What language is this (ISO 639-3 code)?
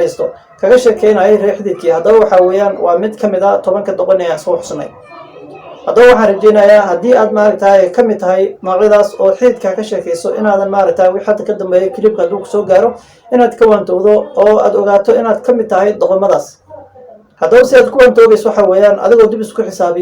som